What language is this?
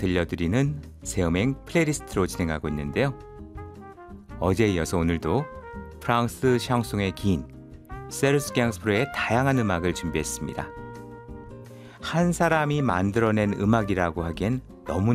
Korean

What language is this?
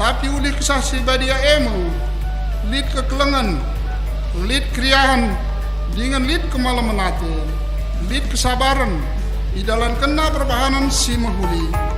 Batak Karo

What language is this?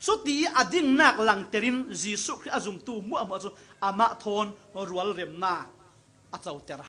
Falam Chin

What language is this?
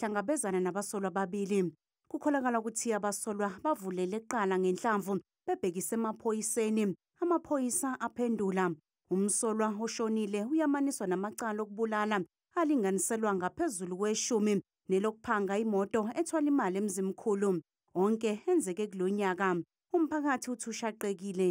Zulu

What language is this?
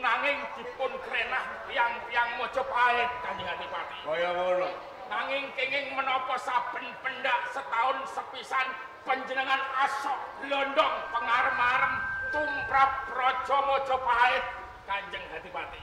Javanese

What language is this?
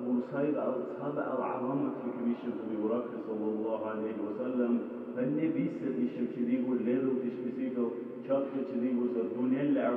Dargwa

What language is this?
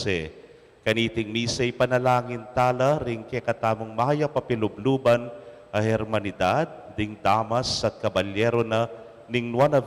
Pampanga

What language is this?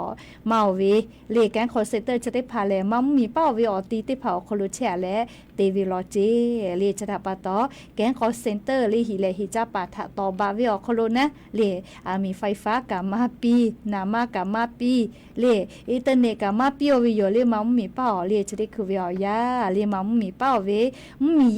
Lahu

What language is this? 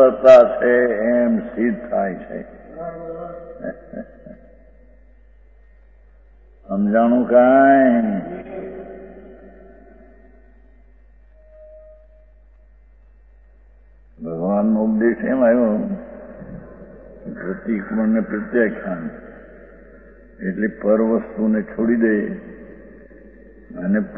Gujarati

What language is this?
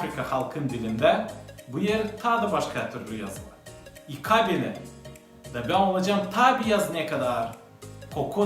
Gagauz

